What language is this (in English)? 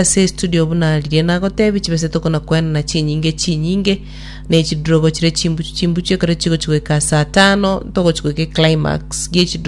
Gusii